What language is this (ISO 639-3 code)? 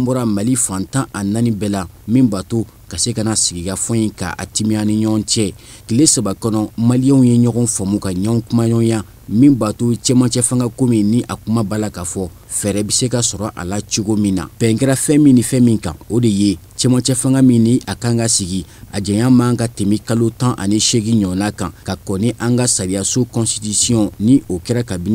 bam